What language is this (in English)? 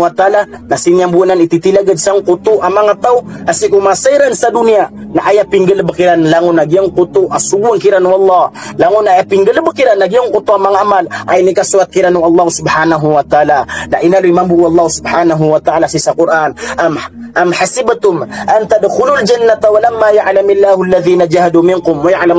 Maranao